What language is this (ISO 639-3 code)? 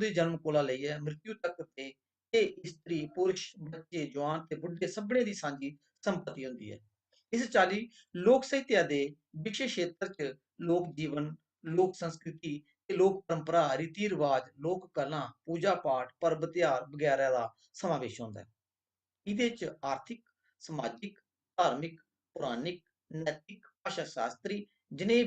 doi